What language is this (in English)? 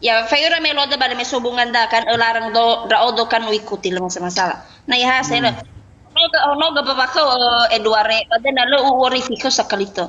Nias